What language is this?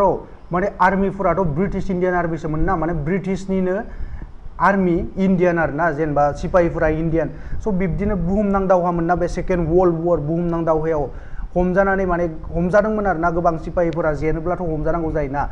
Bodo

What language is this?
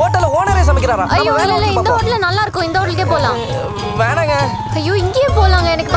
Tamil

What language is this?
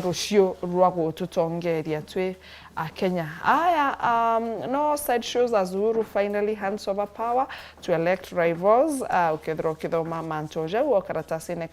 Meru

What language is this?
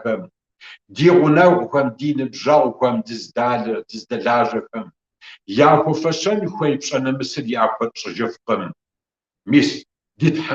Kabardian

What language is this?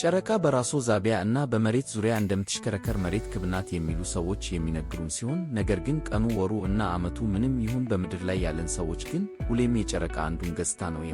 Amharic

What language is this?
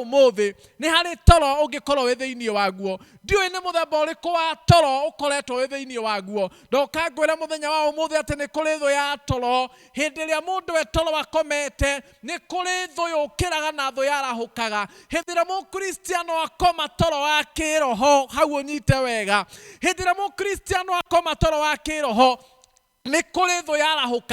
Kikuyu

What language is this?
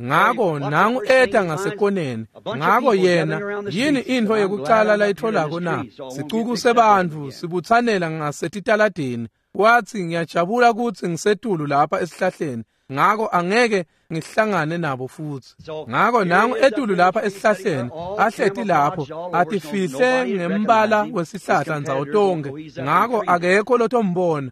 Swati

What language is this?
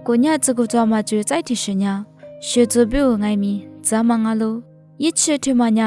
Lisu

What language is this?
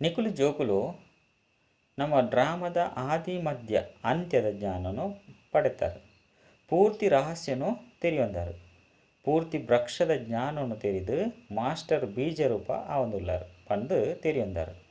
Tulu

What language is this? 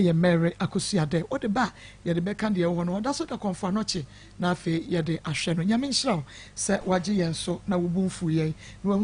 Akan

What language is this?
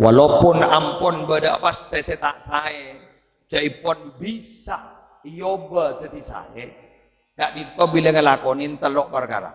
Madurese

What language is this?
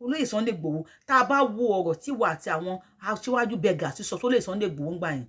Yoruba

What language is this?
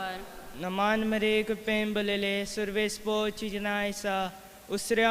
Konkani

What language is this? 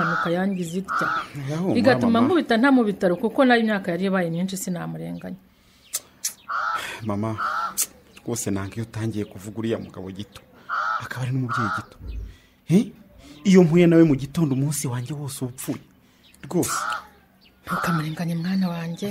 Kinyarwanda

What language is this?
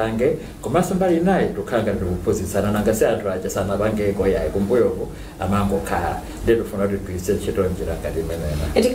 Nyanja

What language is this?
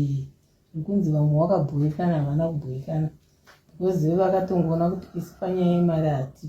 Shona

